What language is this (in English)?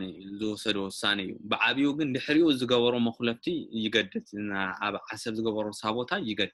Tigrinya